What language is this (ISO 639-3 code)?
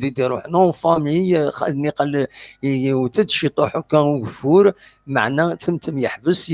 kab